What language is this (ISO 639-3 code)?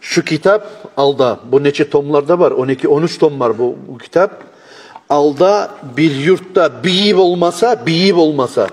kum